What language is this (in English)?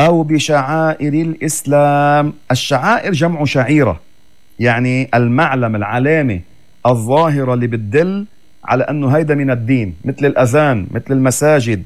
North Levantine Arabic